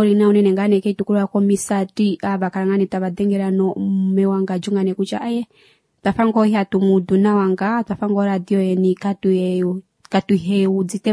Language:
Kuanyama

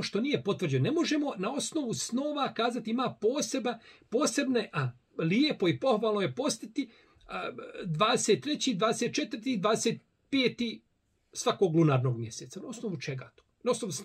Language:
Bosnian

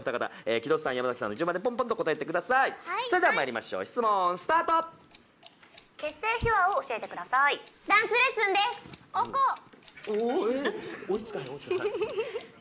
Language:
Japanese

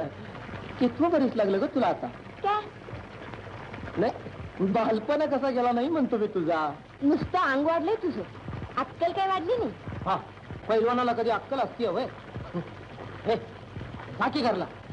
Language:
Marathi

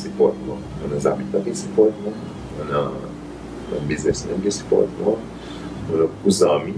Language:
Seselwa Creole French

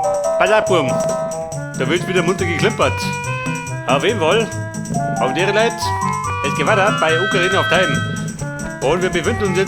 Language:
Bavarian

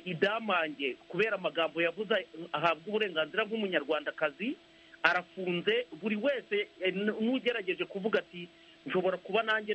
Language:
Kinyarwanda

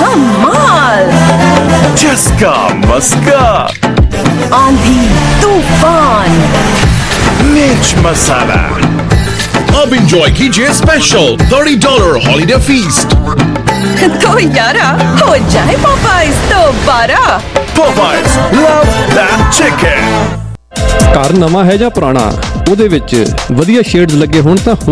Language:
Punjabi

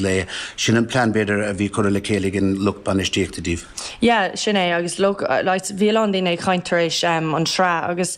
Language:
Irish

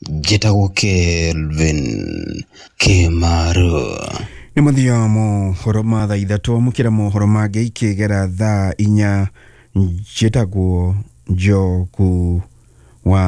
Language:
Kikuyu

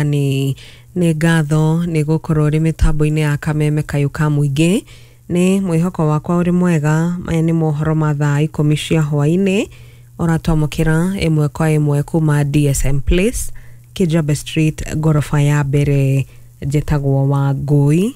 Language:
Kikuyu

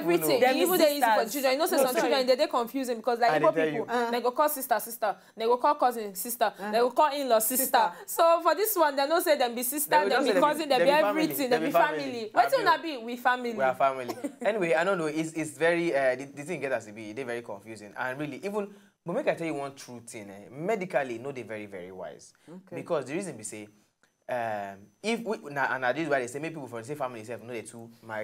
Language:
Nigerian Pidgin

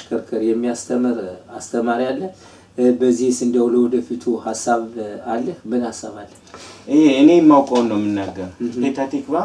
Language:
Amharic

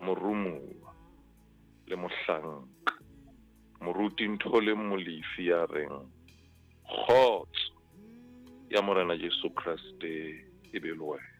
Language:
Southern Sotho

